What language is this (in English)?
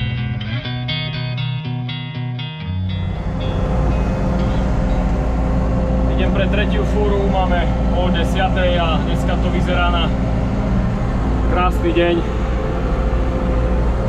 Slovak